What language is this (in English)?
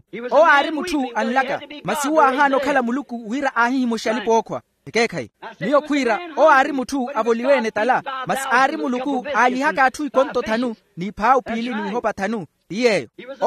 Makhuwa